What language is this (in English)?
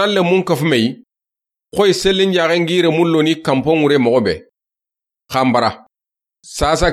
Soninke